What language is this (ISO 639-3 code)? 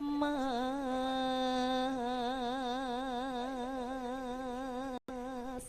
jav